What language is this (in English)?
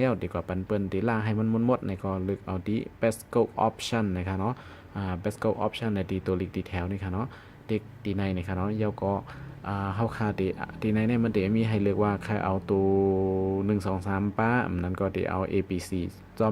Shan